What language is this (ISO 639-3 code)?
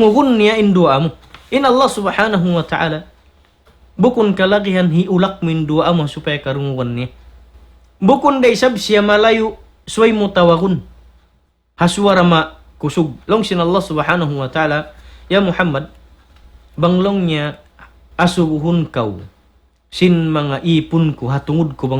tsg